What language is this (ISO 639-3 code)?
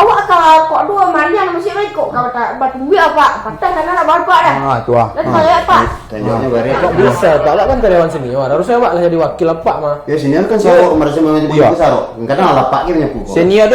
min